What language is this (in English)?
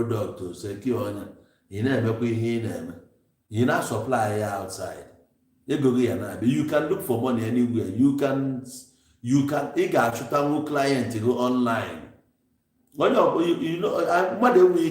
Igbo